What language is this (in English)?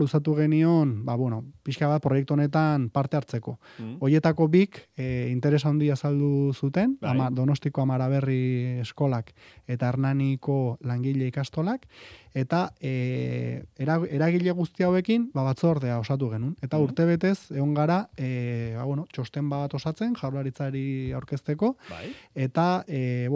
Basque